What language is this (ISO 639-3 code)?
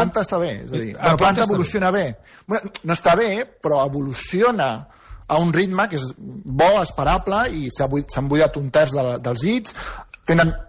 cat